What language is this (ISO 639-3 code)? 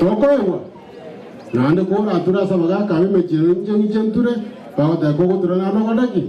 guz